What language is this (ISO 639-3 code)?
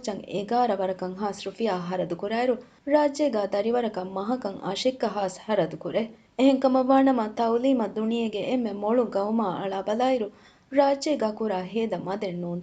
div